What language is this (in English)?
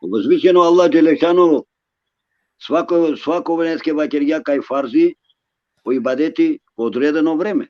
Balkan Romani